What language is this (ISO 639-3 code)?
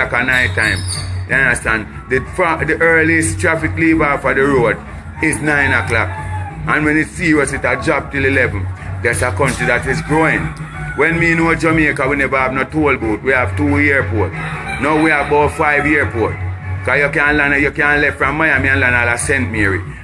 jam